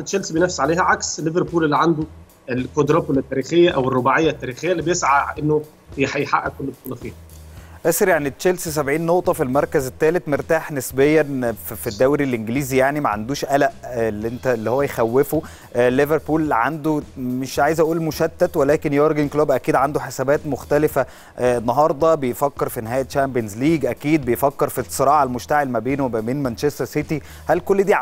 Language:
Egyptian Arabic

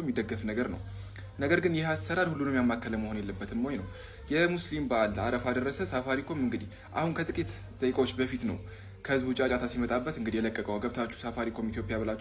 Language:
Amharic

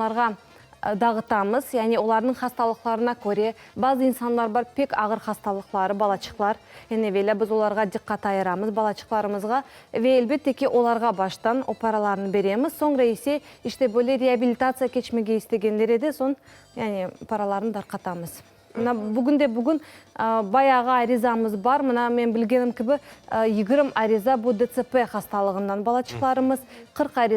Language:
Crimean Tatar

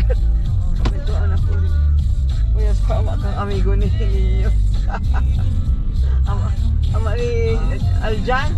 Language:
Bikol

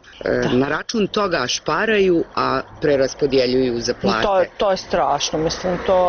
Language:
Bosnian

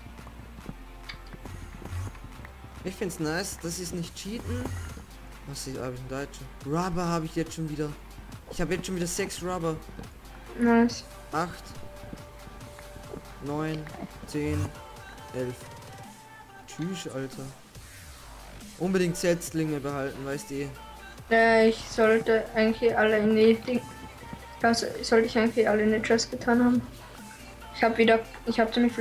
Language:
German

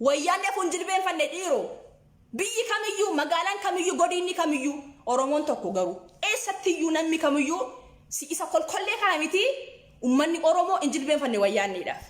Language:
Oromo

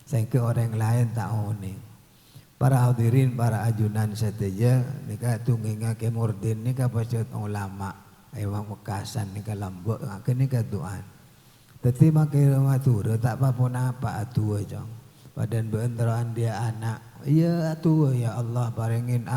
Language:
Madurese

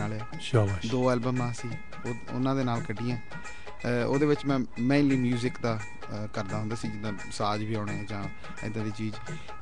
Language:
Punjabi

